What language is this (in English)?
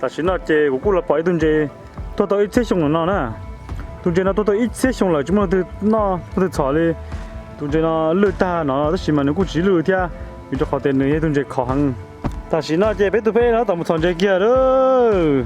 Hmong